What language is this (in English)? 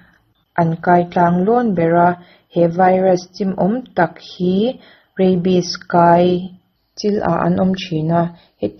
Mizo